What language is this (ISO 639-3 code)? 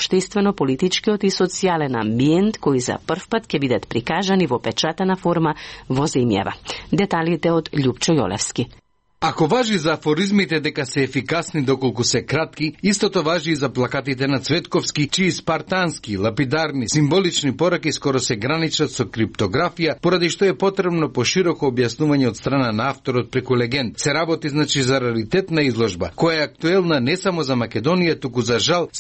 mkd